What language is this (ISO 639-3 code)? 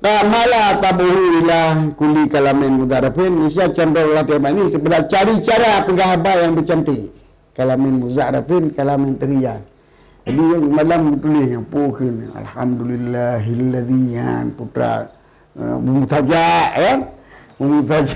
ace